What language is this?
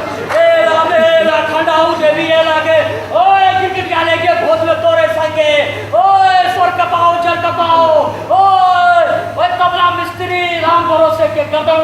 Maithili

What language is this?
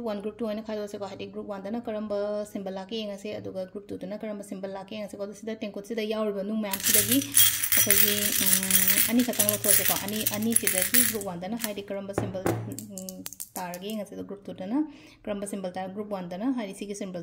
Manipuri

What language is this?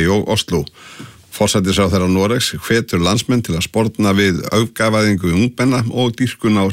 Icelandic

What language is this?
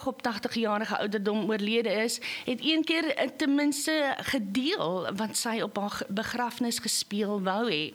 Afrikaans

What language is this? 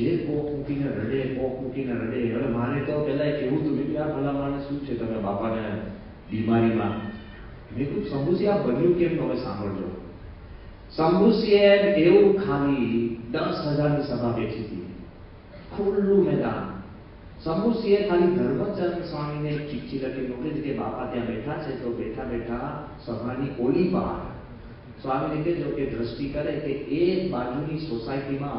Gujarati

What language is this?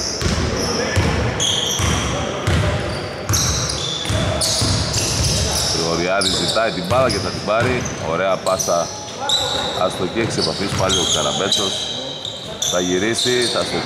Greek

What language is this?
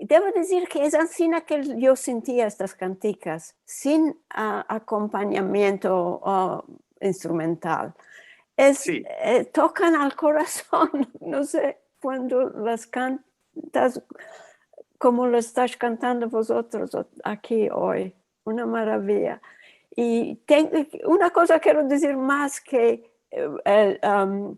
Ladino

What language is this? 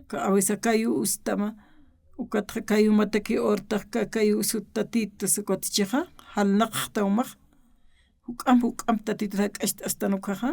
Aymara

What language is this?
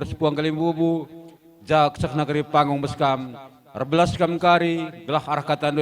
Batak Karo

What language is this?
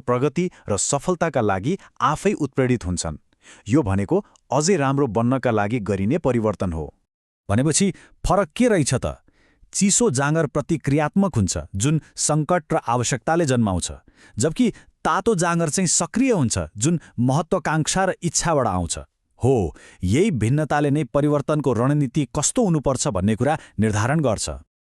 Nepali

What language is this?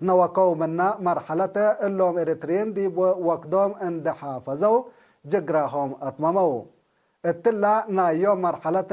Tigre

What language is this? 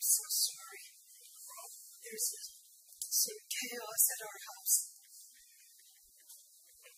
English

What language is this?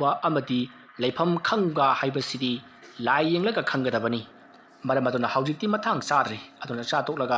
Manipuri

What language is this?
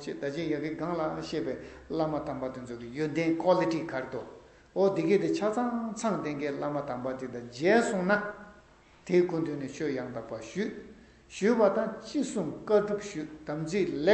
Tibetan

